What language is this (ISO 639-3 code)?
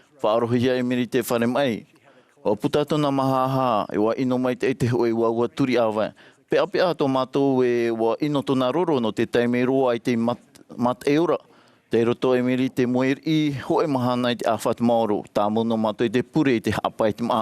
tah